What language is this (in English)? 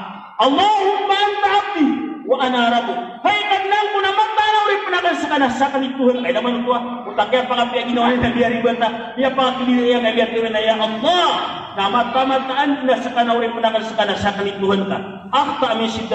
Maranao